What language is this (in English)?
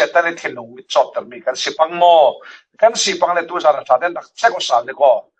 Falam Chin